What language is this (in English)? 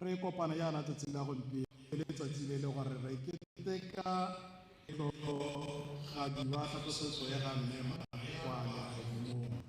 Tswana